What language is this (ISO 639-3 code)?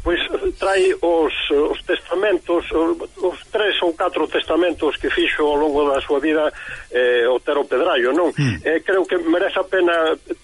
glg